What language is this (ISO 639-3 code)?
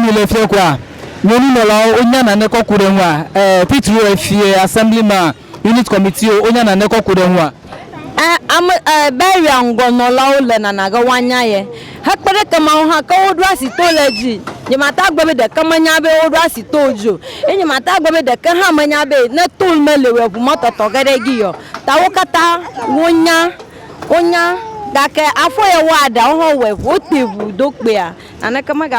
ewe